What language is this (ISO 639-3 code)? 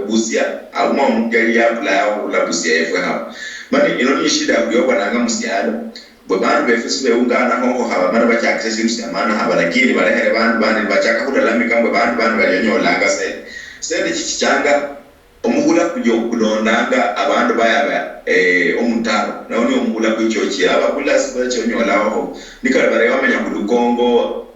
luy